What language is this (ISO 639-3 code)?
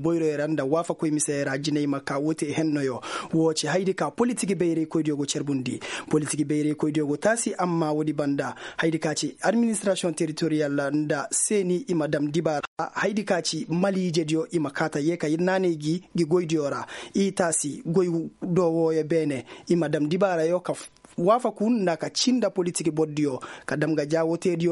ses